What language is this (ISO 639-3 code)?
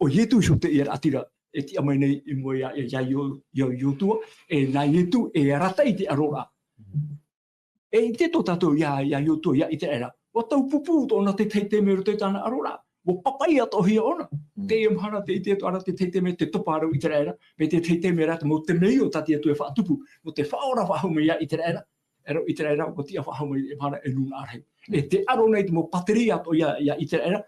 tah